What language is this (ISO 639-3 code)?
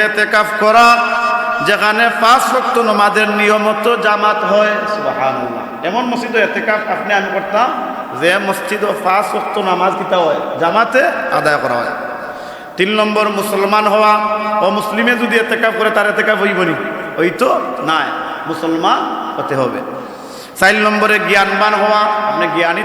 syl